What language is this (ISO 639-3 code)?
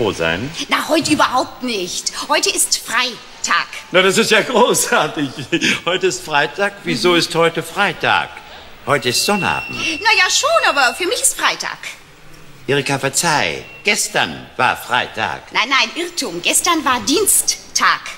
deu